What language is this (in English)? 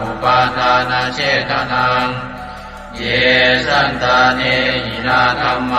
Pali